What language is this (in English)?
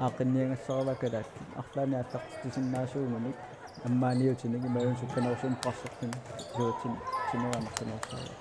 Kalaallisut